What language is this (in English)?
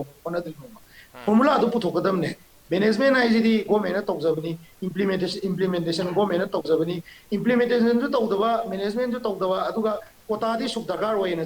Manipuri